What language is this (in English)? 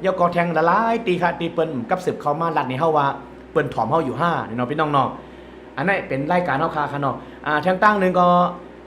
Shan